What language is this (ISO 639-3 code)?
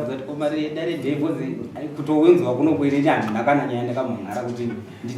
sna